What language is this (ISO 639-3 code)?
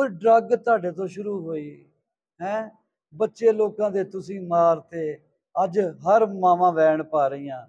pan